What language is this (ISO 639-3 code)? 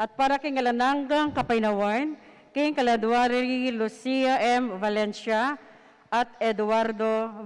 pam